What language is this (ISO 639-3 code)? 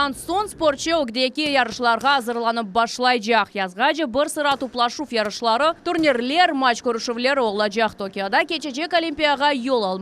crh